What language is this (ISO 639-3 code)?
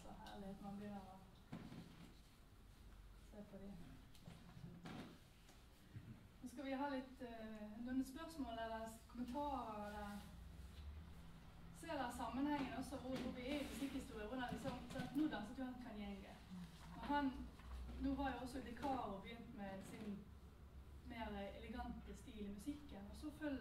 nor